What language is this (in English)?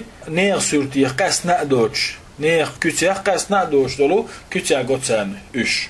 Chechen